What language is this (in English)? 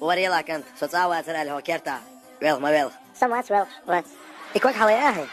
Chechen